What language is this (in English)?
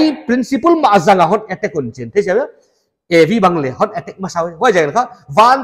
Paite Chin